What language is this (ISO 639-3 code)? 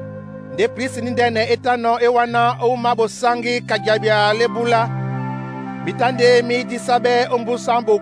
dua